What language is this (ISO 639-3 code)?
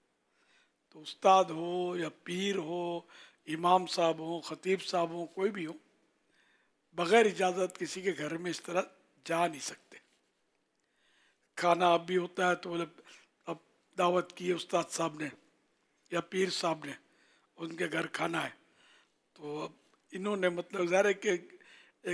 urd